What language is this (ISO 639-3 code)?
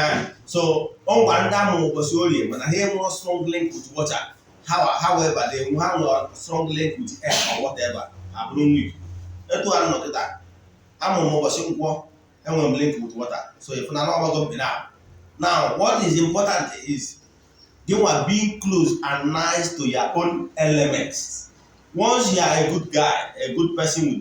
ibo